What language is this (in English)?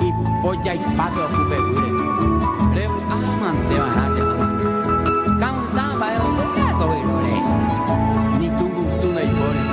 Guarani